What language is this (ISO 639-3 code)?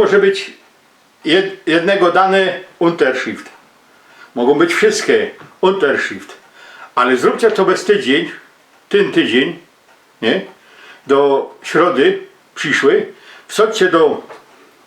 szl